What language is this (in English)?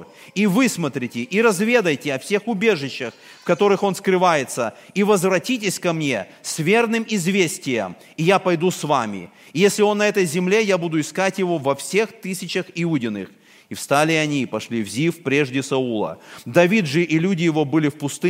Russian